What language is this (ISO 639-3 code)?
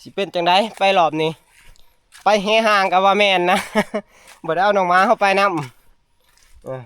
tts